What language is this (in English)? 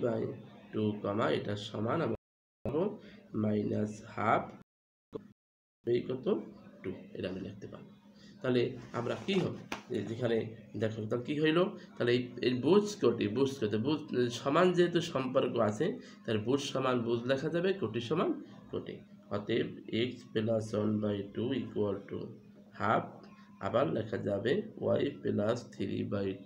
Bangla